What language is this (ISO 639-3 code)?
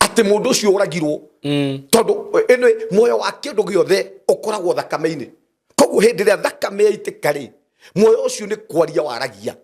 kik